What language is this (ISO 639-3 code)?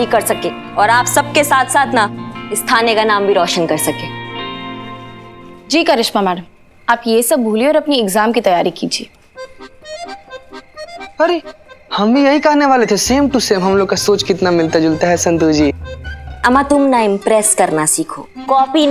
hin